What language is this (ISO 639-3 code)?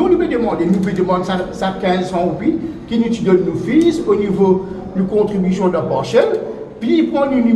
mfe